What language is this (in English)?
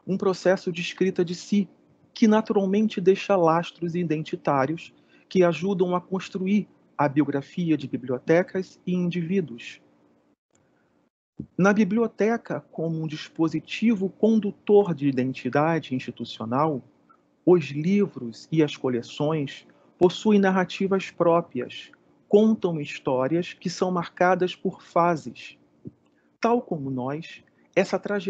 Portuguese